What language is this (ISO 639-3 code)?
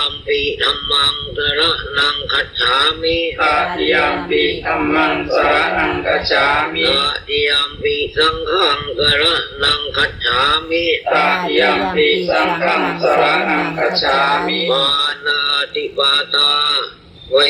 pli